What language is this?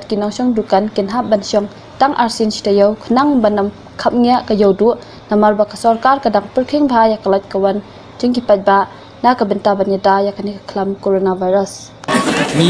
Khasi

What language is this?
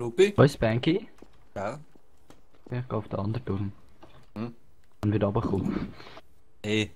Swiss German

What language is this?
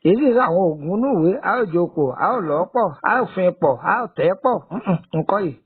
Yoruba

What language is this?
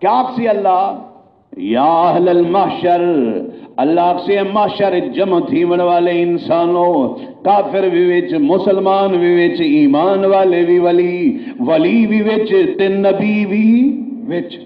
Saraiki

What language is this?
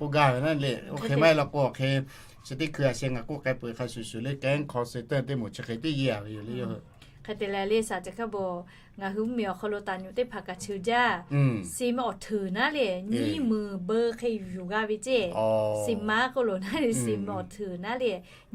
Lahu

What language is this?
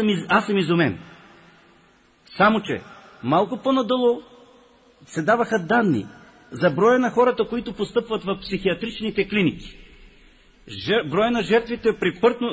Bulgarian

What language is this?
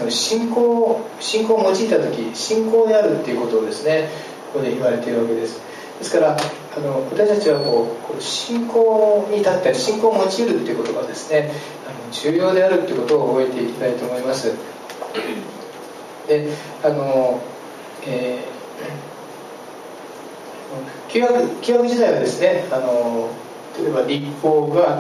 Japanese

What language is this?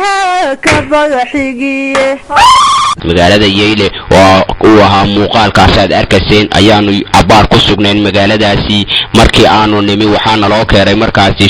Somali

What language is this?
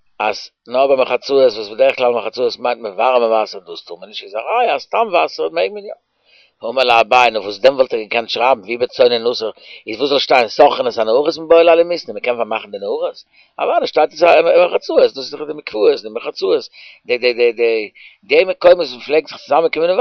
Yiddish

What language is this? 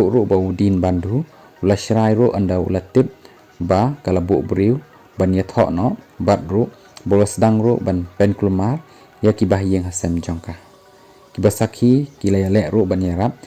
Khasi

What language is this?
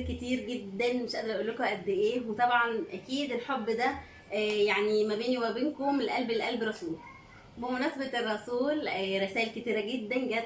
Egyptian Arabic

